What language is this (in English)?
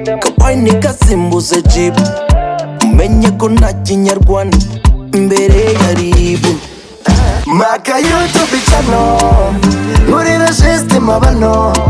Kinyarwanda